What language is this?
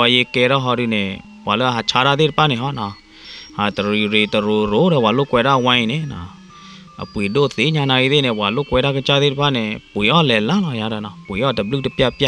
S'gaw Karen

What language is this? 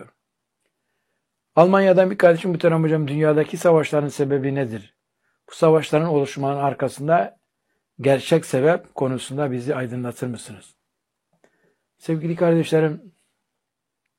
Turkish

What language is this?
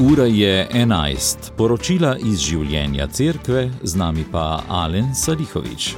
Slovenian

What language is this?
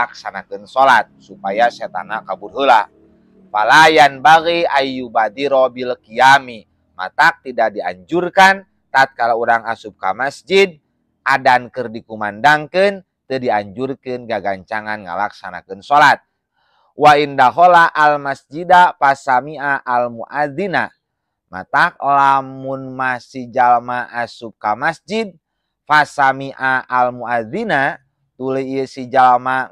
Sundanese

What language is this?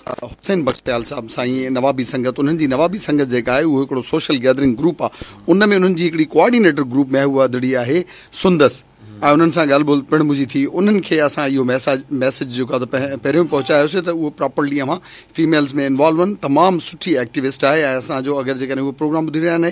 Sindhi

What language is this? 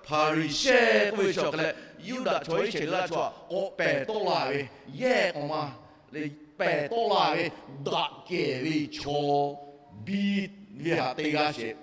Lahu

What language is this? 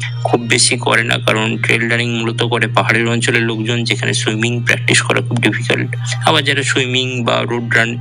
Bangla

